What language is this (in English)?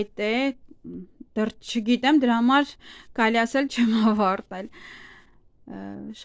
Armenian